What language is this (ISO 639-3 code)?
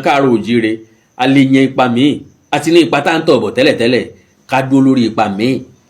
yor